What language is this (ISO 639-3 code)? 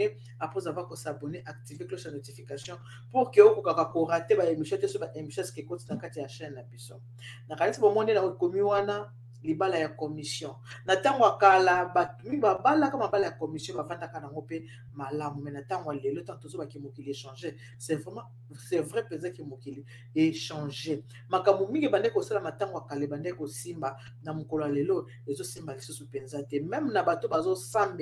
lin